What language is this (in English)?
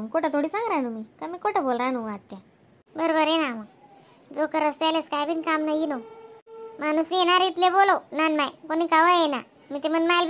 Khandesi